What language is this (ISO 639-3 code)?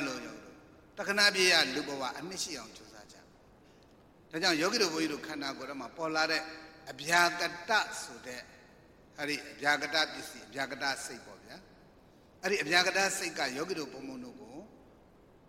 mya